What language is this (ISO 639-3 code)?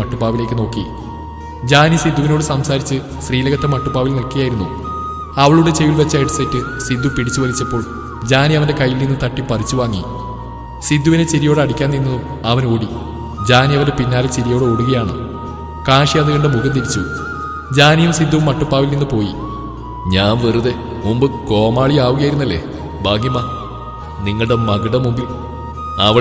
mal